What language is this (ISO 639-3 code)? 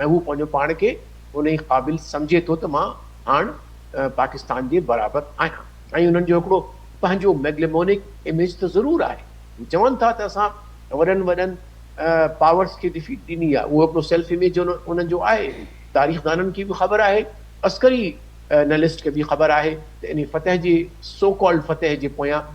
snd